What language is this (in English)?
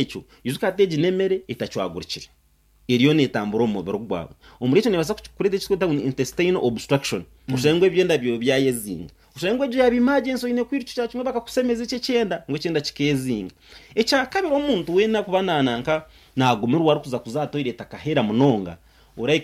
Nyankole